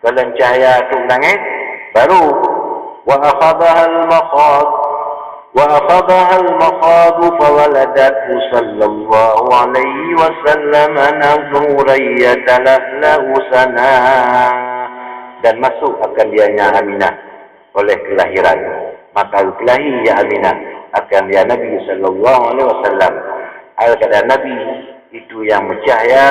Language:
Achinese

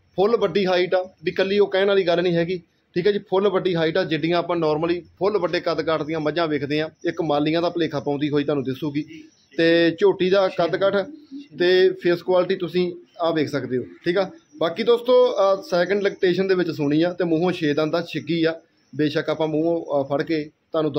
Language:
Punjabi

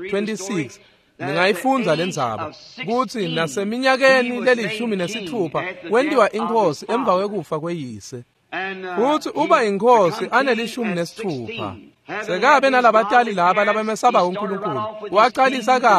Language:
Swati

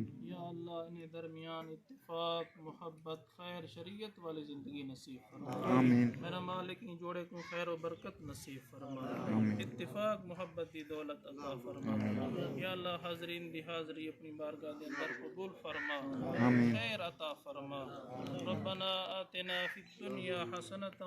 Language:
Saraiki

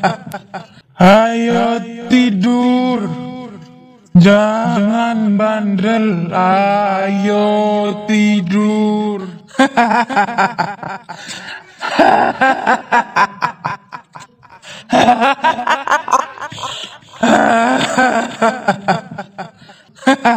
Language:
Indonesian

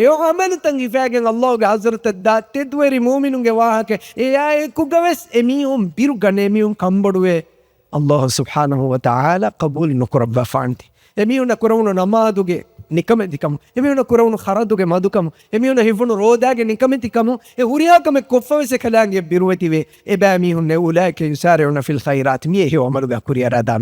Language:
Divehi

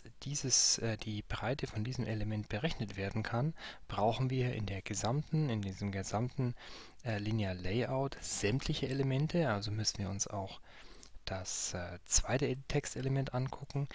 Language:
German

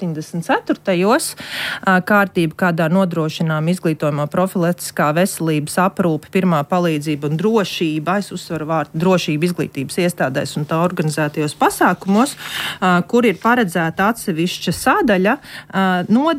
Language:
Latvian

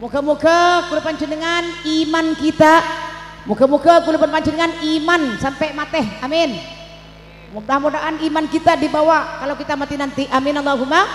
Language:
Madurese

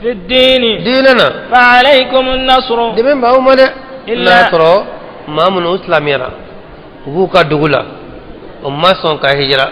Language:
Bambara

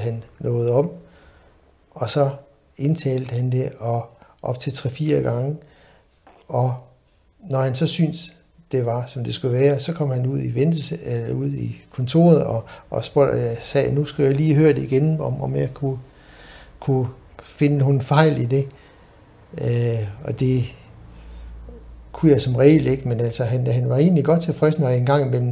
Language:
Danish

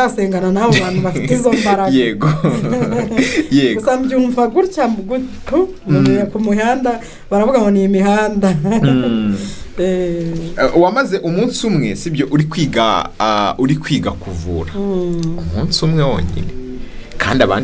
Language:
Kinyarwanda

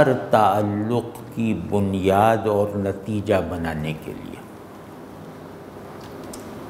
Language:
Urdu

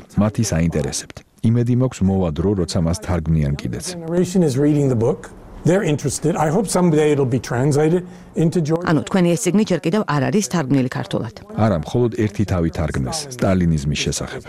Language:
Georgian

